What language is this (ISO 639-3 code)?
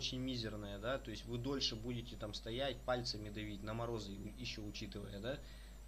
rus